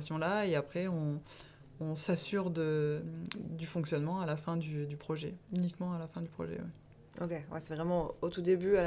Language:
French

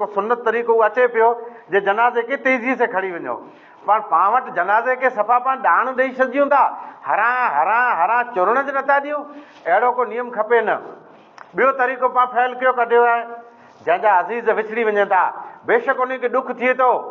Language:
Sindhi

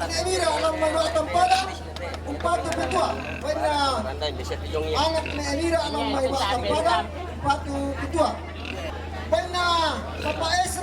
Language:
Toraja-Sa'dan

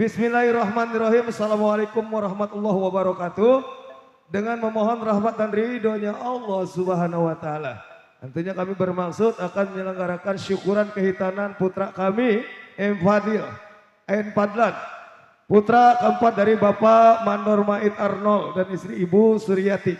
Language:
Betawi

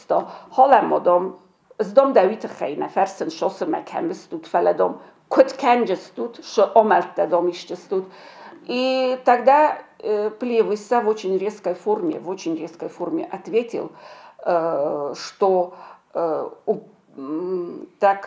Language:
Ossetic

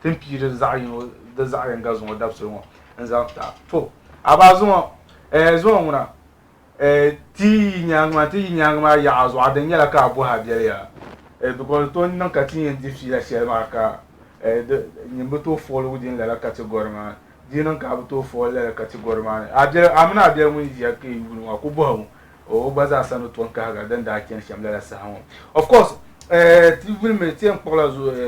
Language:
Dagbani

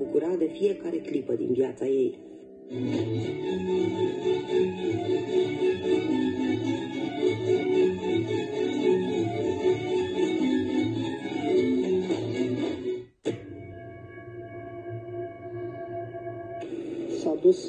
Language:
Romanian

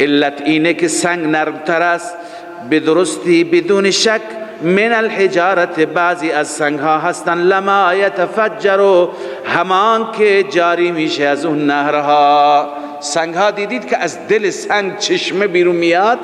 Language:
Persian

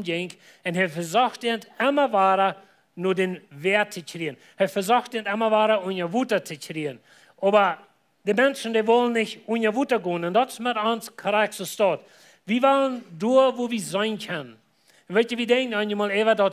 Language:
Plautdietsch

